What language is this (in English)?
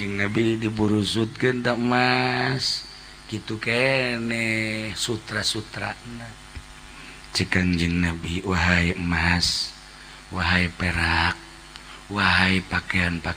Sundanese